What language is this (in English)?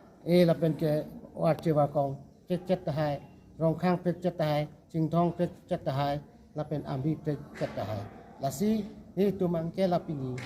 Karbi